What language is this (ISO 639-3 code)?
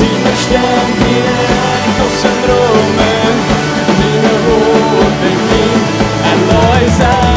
pdt